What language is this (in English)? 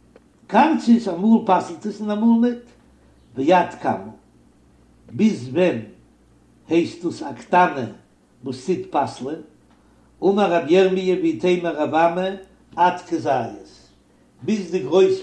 Yiddish